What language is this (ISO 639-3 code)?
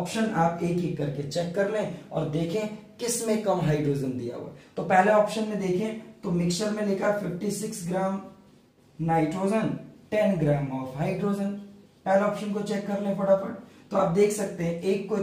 hin